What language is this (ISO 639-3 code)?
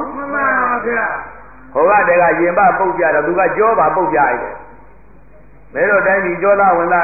mya